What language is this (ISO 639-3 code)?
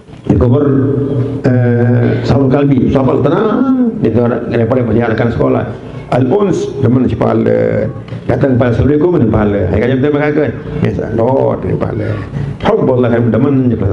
sas